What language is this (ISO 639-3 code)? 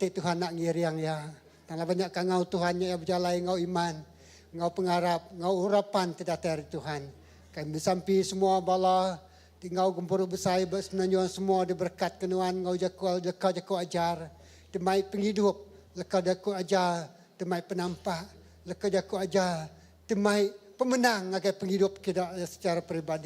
iba